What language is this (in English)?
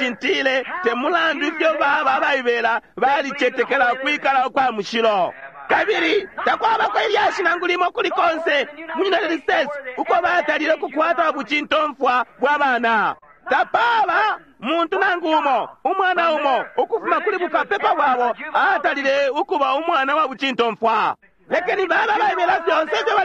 Bemba